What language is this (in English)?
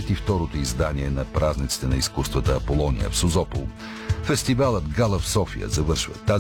Bulgarian